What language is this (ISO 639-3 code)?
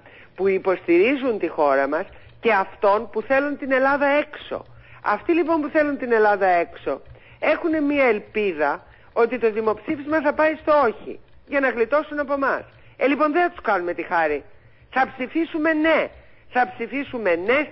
ell